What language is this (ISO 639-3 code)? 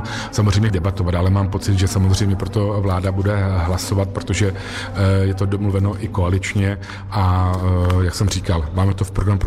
ces